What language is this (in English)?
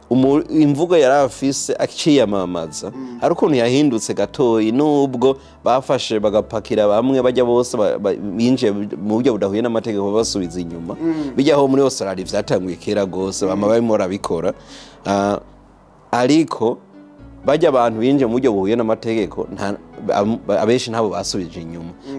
Rundi